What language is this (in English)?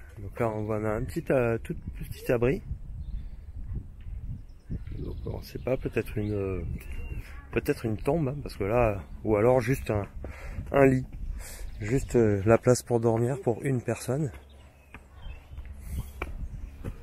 French